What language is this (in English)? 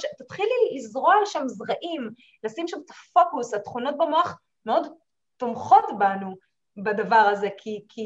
Hebrew